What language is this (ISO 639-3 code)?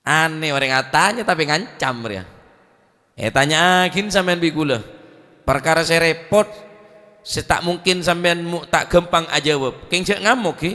mad